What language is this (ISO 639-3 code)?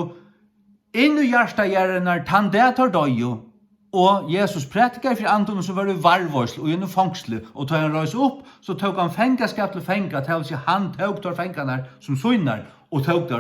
fao